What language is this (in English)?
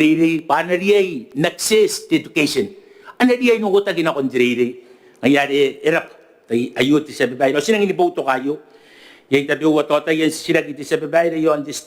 Gilbertese